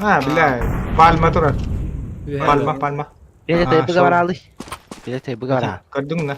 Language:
Yakut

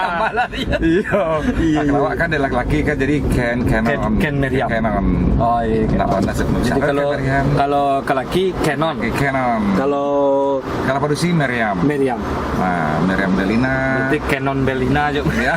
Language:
Minangkabau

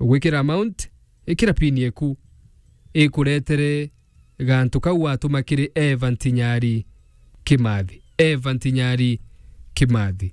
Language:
Meru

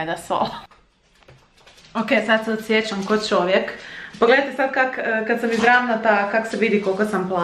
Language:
Croatian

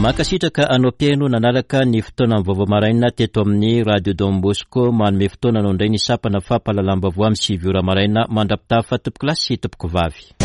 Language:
Malagasy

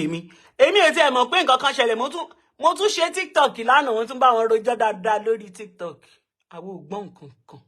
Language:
Yoruba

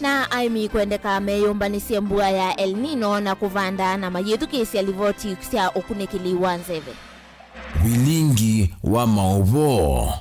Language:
Kamba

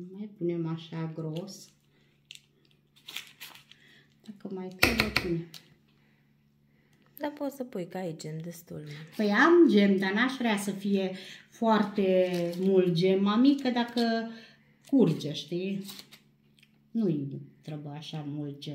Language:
Romanian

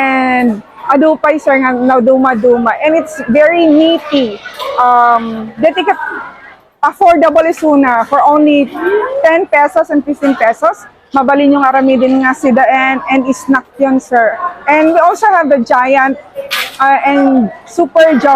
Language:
Iloko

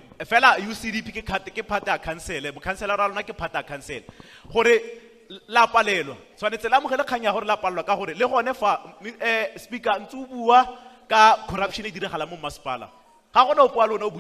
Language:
Tswana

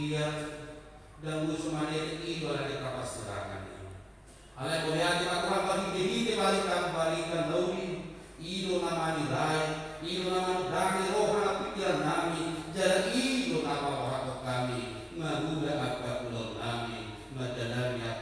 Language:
Batak Toba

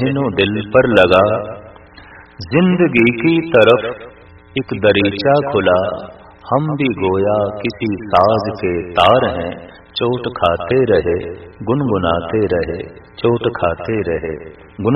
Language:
Punjabi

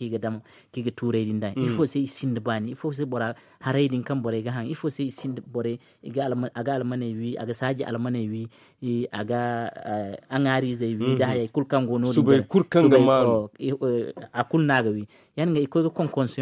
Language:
Zarma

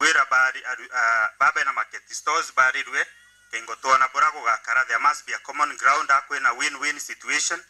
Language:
Meru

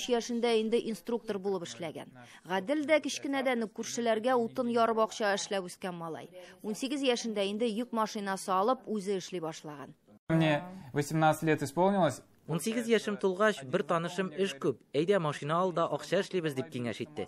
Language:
Tatar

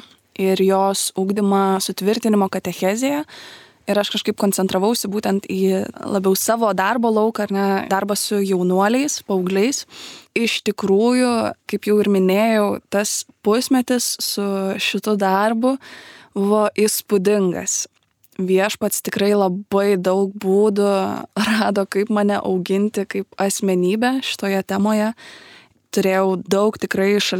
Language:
Lithuanian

